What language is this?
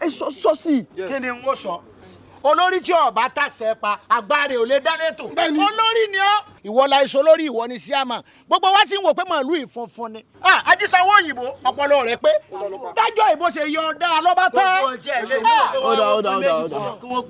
Yoruba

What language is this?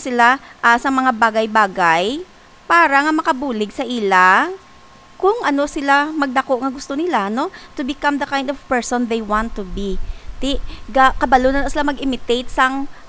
Hiligaynon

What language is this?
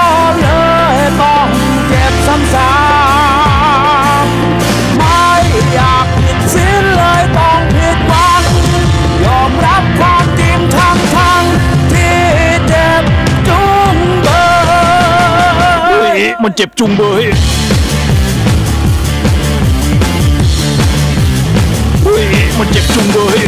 Thai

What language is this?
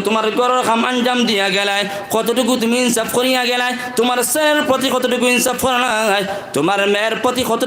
Sylheti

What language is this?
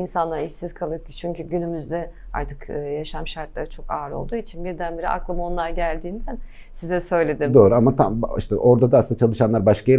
Turkish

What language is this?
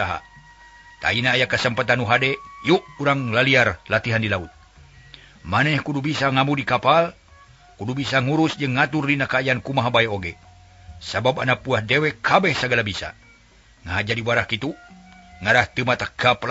Sundanese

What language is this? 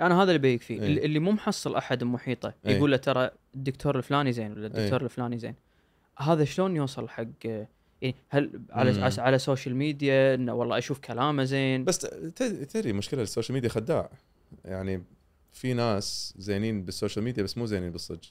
Gulf Arabic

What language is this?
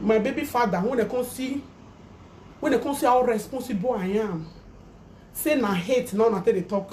Nigerian Pidgin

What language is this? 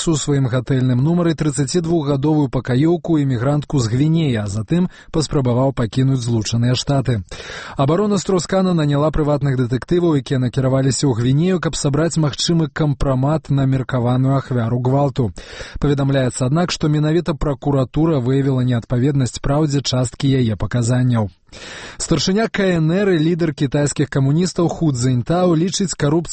Belarusian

